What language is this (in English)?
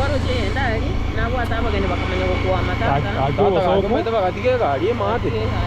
Gusii